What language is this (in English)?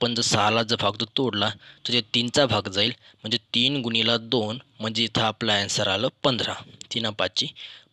Marathi